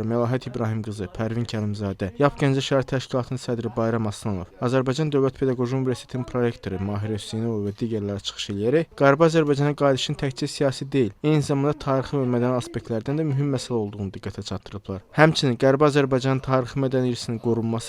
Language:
Azerbaijani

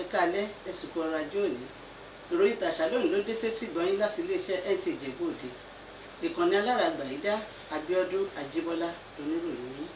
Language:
Yoruba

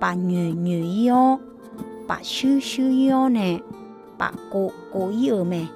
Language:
Akha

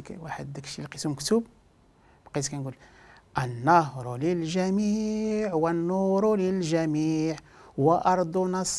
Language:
Moroccan Arabic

